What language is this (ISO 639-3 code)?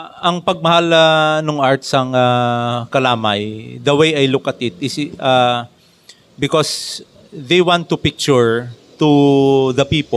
hil